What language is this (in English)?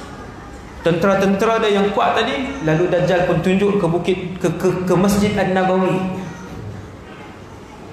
Malay